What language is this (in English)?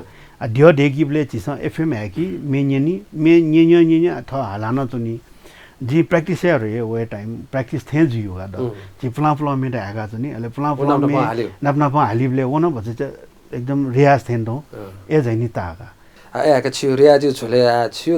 Newari